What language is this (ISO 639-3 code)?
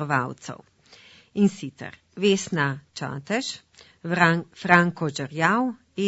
slv